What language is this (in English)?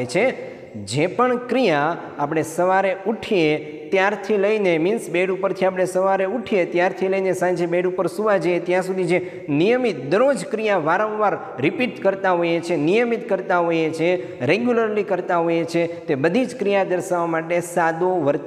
Gujarati